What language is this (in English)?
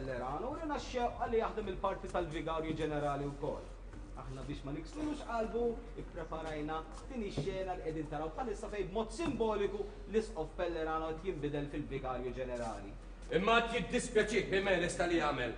Maltese